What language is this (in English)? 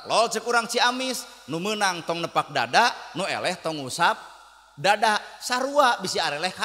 Sundanese